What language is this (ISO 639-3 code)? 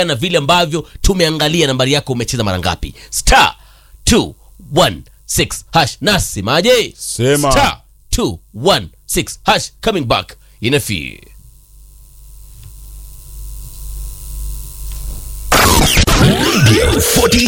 swa